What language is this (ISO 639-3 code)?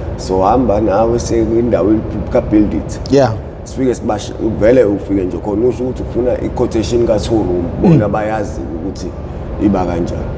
zul